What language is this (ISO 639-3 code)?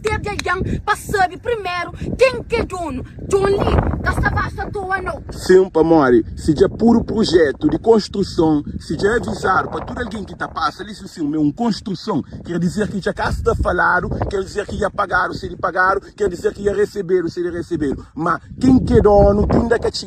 kea